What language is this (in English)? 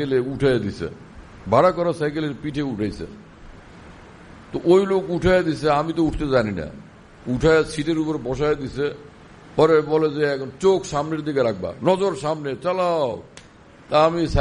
Bangla